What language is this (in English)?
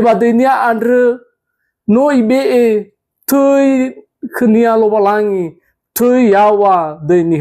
Nias